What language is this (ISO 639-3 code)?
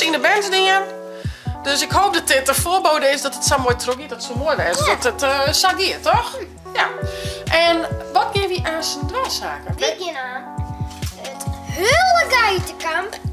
fry